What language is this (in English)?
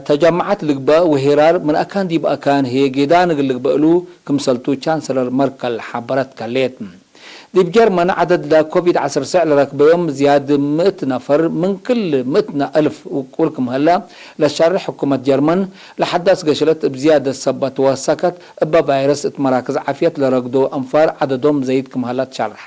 Tigre